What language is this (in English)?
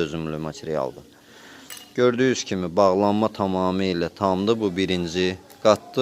Azerbaijani